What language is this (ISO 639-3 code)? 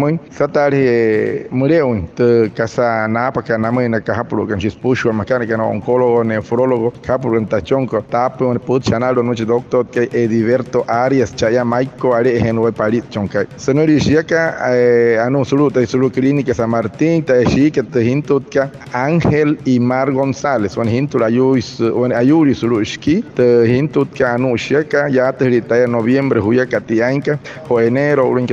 guc